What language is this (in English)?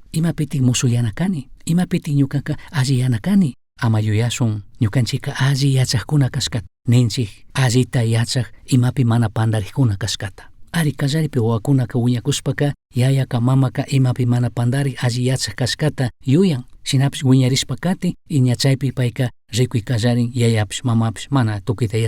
Chimborazo Highland Quichua